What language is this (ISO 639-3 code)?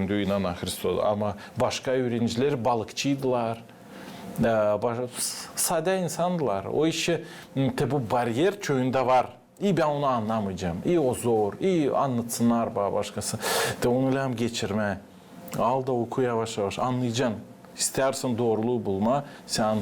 gag